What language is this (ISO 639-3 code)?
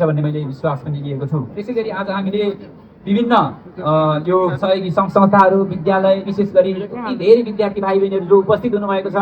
nep